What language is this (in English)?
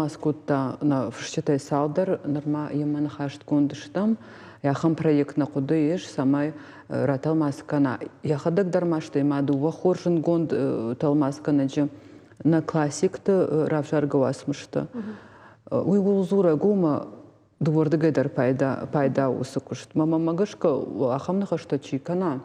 Ossetic